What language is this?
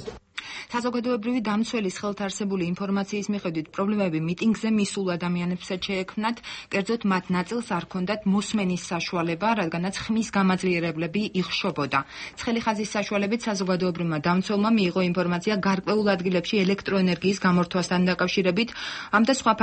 Georgian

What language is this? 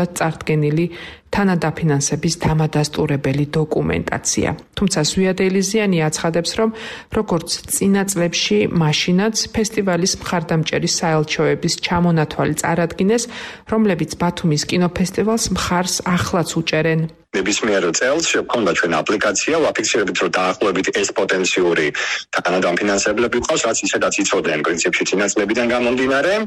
Georgian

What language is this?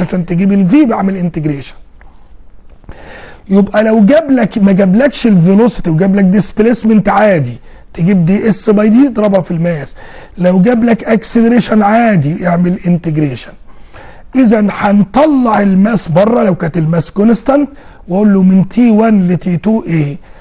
Egyptian Arabic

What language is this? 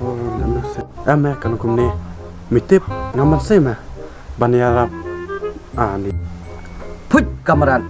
Khasi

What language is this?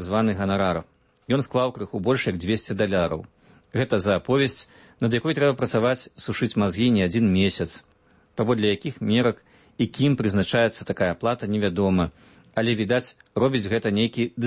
Belarusian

